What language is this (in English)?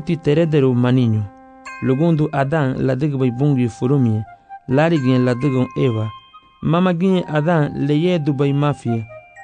Garifuna